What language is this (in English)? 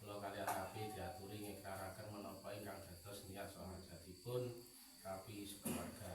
Javanese